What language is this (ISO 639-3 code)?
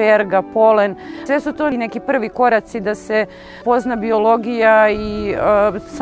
srp